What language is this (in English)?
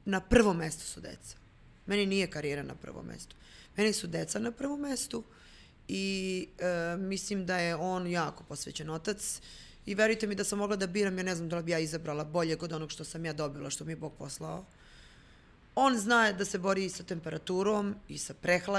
Serbian